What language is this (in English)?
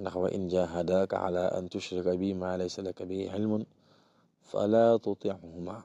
Wolof